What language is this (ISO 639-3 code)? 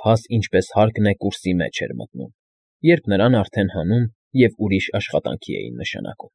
hye